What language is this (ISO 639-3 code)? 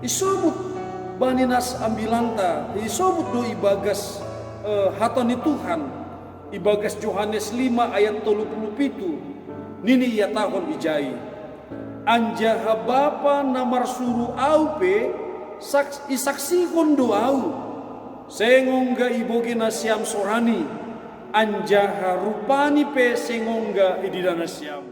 bts